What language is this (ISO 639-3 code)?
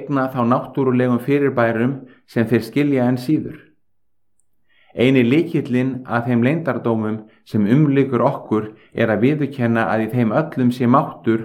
isl